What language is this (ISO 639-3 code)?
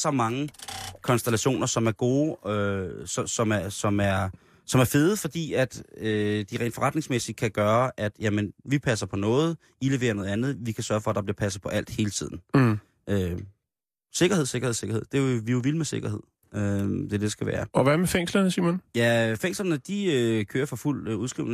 dan